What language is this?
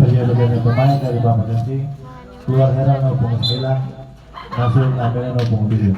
Ambonese Malay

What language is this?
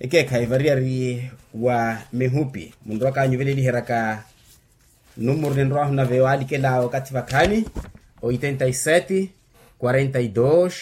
Makhuwa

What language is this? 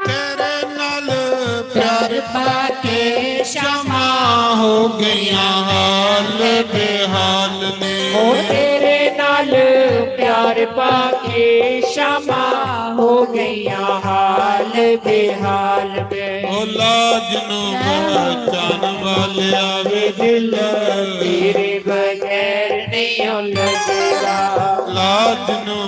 Dogri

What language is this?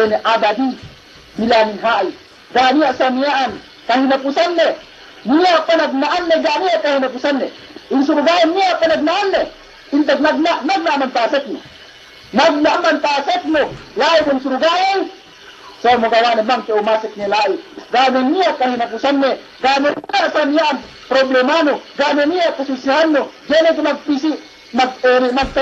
Yakan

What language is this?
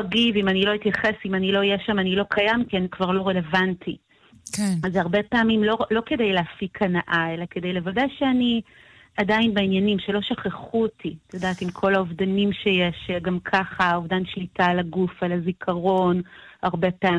Hebrew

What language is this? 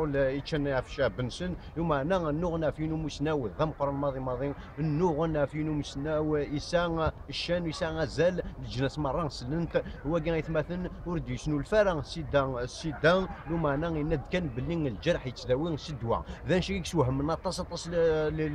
Kabyle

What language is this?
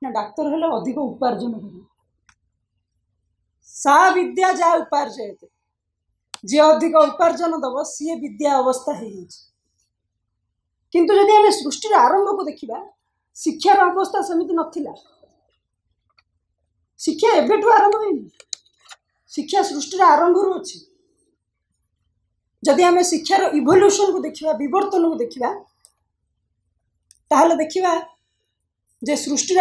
Odia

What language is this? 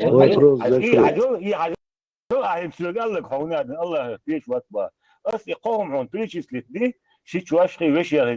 Chechen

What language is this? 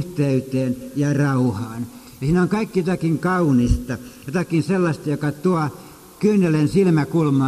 Finnish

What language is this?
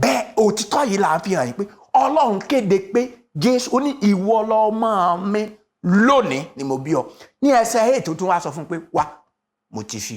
Yoruba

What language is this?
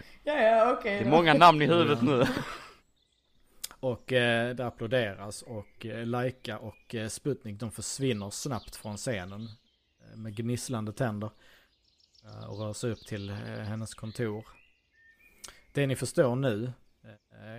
Swedish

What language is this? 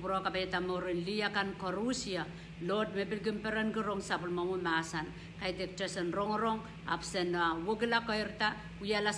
Pohnpeian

